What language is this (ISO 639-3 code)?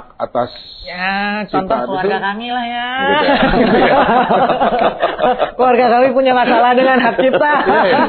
ind